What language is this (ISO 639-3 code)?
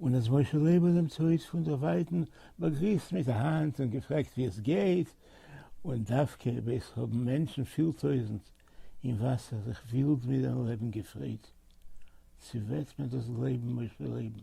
yid